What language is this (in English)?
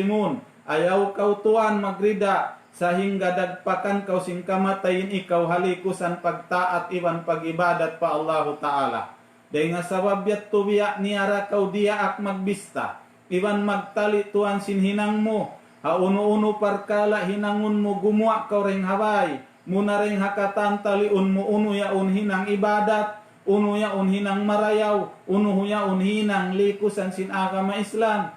Tausug